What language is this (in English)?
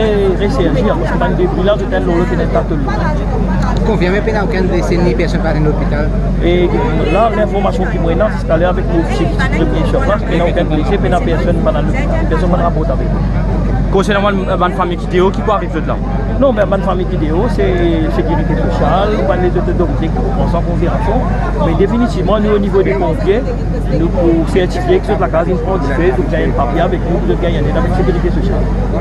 Morisyen